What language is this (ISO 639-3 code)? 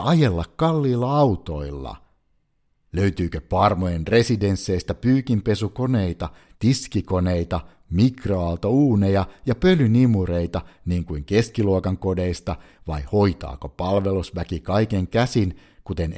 fin